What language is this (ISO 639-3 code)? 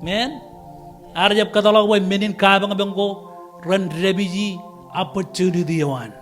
mah